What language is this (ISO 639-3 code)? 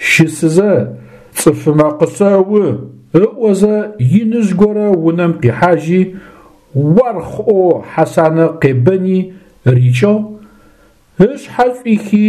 ady